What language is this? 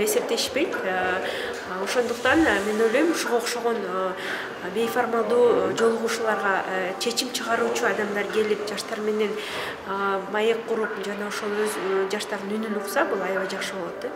Kyrgyz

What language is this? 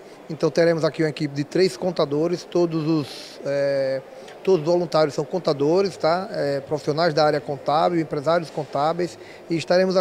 Portuguese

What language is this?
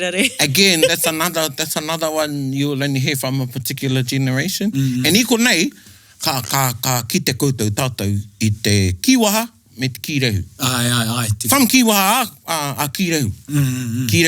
Māori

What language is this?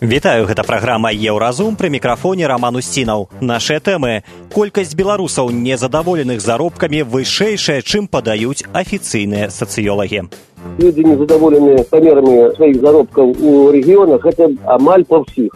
Belarusian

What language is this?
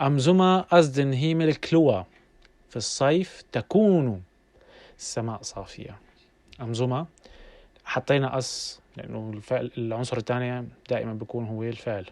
North Levantine Arabic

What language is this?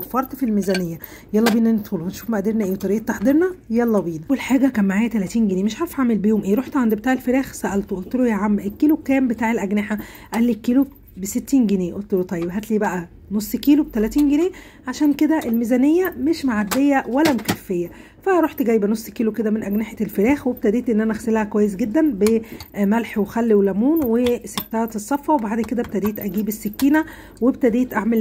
Egyptian Arabic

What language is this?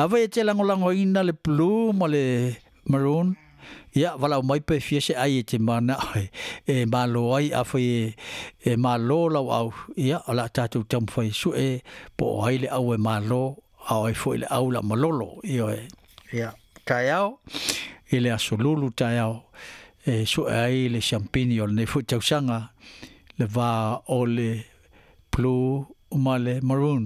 Samoan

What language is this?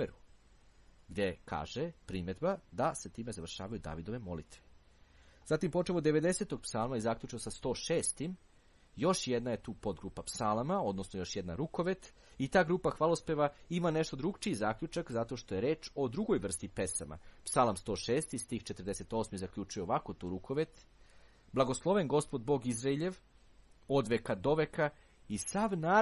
Serbian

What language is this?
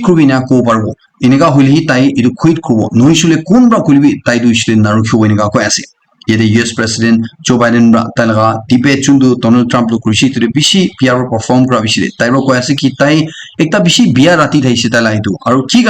Naga Pidgin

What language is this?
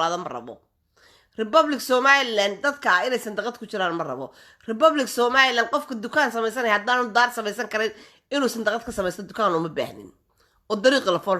Somali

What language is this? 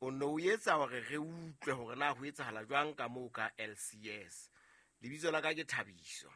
Southern Sotho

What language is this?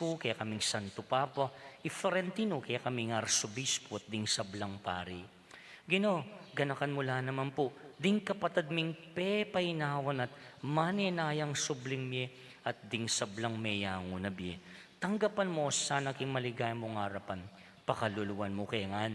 Pampanga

